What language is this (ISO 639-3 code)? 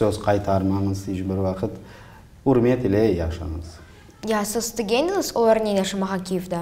crh